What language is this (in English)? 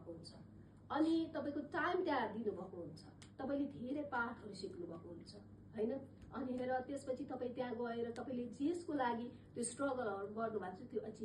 Nepali